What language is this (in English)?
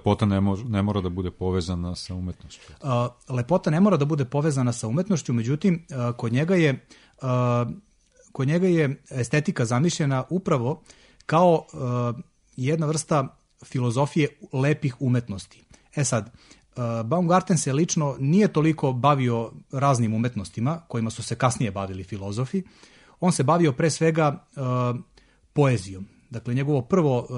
Serbian